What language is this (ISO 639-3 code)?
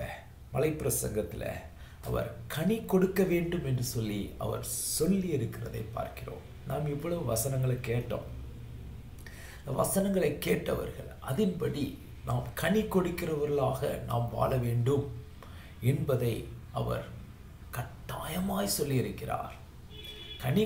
tam